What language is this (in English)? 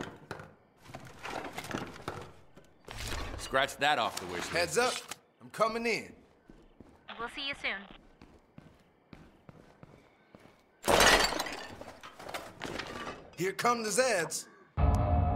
English